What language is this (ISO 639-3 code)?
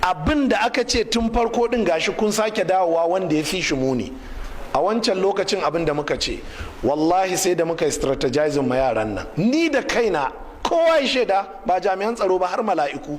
hau